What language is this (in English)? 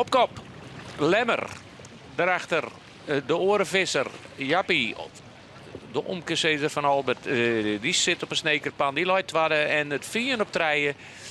Western Frisian